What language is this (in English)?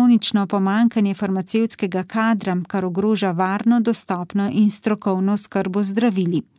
Slovenian